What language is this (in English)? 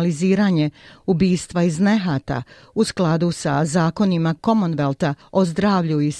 Bosnian